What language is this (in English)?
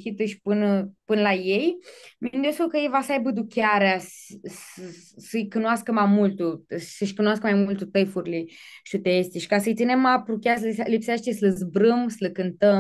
Aromanian